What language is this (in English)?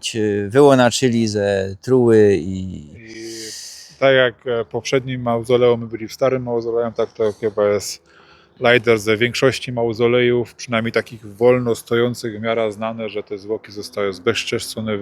Silesian